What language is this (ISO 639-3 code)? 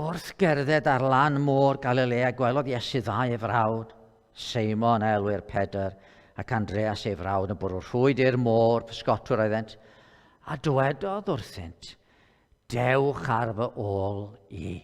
cym